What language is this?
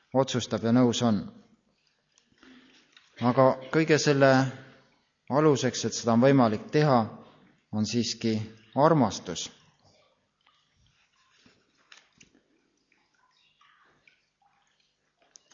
Estonian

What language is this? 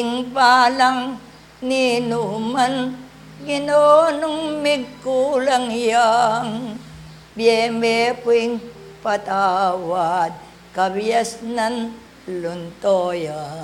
Pampanga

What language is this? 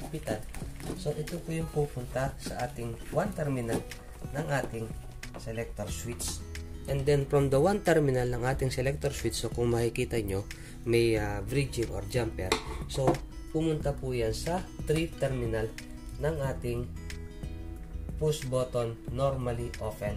Filipino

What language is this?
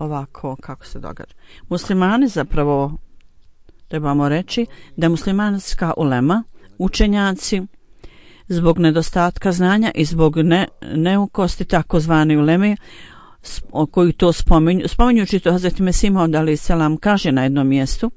Bosnian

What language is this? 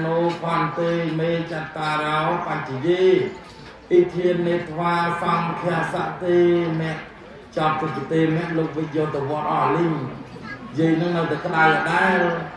Khmer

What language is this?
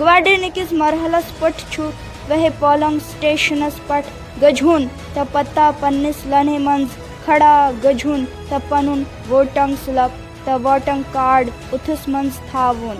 Kashmiri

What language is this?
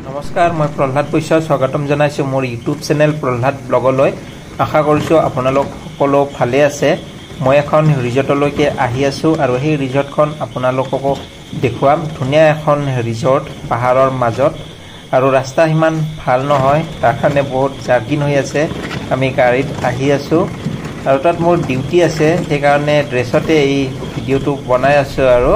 Assamese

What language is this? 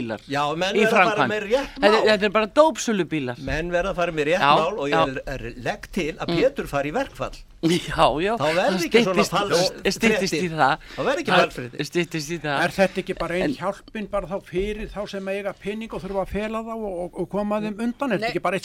Icelandic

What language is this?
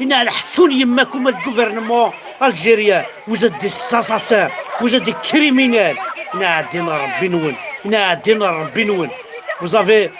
Kabyle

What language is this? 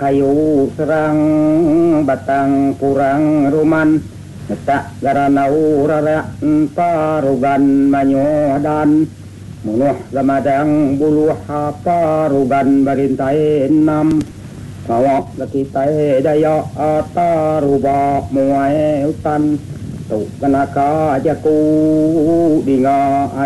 Iban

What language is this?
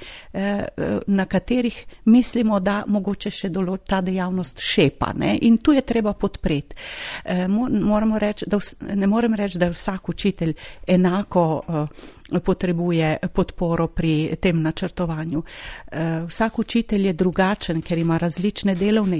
Slovenian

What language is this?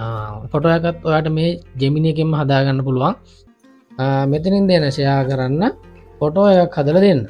Sinhala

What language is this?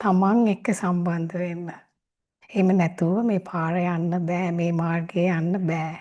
Sinhala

